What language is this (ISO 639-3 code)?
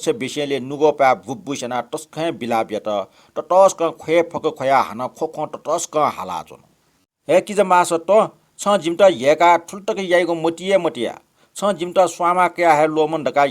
new